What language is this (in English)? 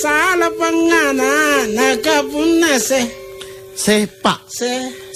Makasar